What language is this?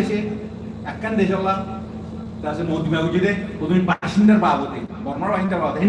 Rohingya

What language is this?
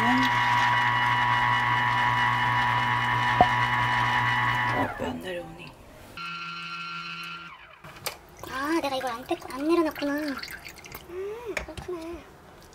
Korean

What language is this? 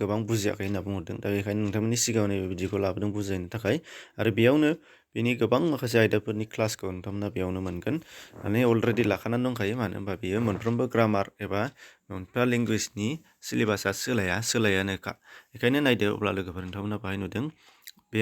Bodo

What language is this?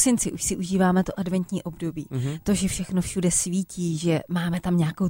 Czech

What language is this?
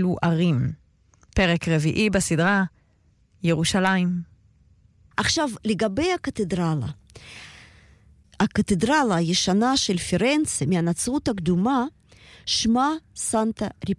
Hebrew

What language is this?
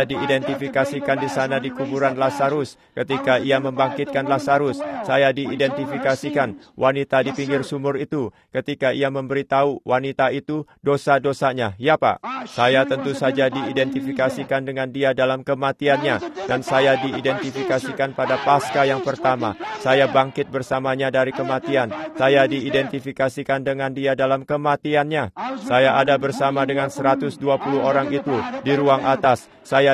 Indonesian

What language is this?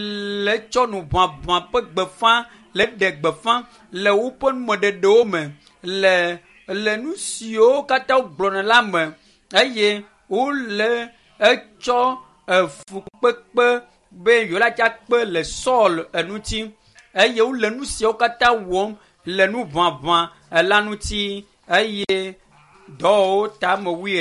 Ewe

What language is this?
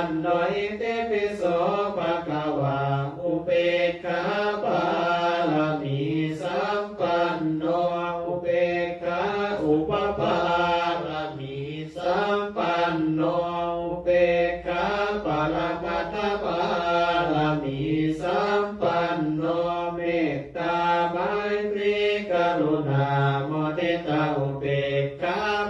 Pali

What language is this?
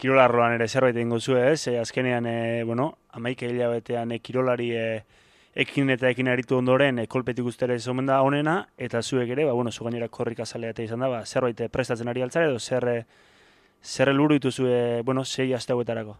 Basque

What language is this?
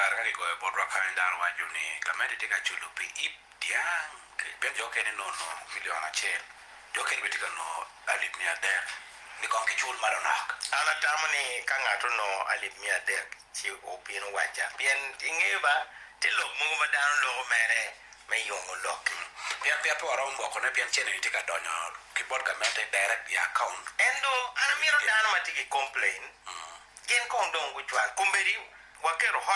Acoli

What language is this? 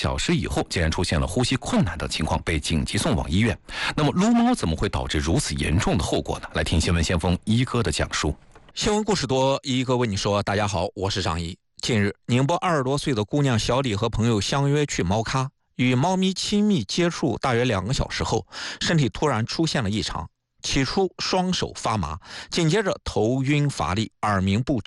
Chinese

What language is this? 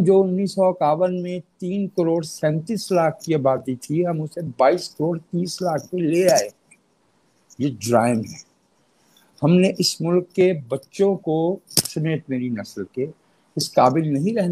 Urdu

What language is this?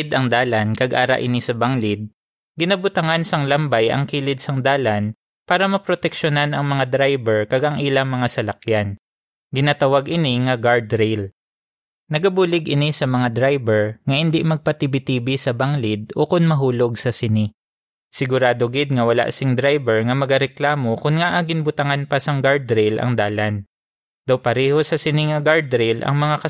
Hiligaynon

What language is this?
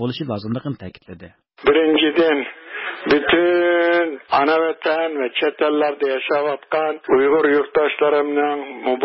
Uyghur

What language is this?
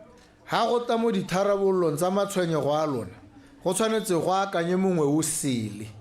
Tswana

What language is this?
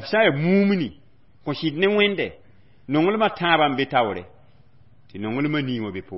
Mossi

